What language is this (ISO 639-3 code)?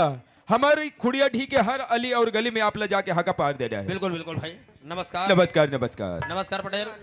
hne